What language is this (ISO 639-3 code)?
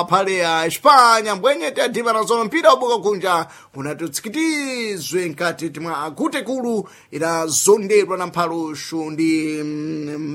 seh